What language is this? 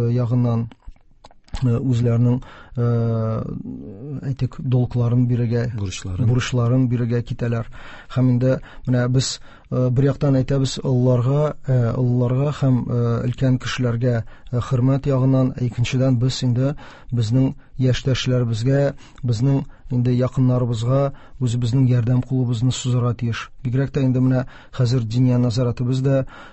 Tatar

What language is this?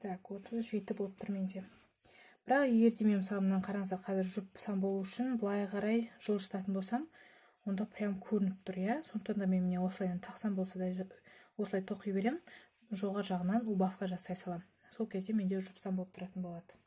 Kazakh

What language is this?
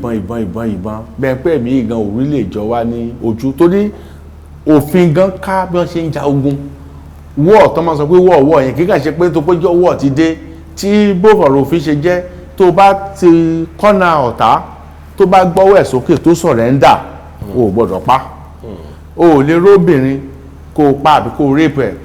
Yoruba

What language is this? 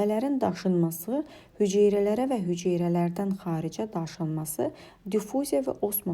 Azerbaijani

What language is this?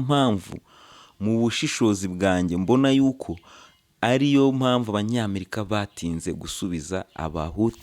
Kinyarwanda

